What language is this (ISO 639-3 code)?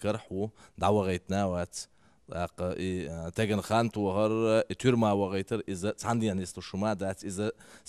che